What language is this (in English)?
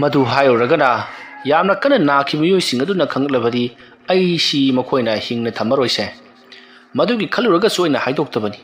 Manipuri